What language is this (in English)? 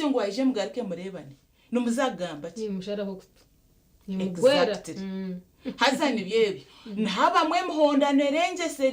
Nyankole